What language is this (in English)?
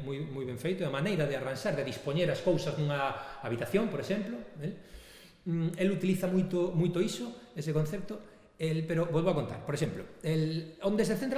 Galician